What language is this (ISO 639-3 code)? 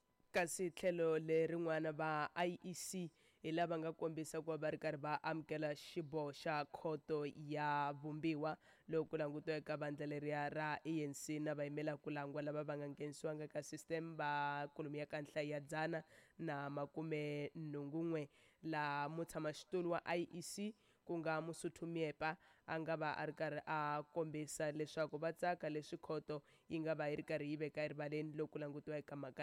tso